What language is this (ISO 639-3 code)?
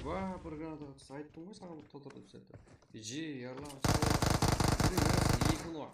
kaa